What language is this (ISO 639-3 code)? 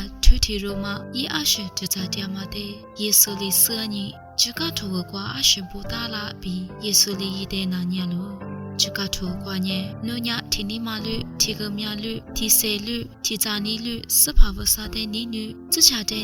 lis